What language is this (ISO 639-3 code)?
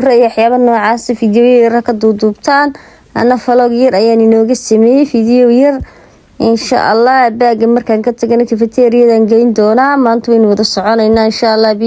som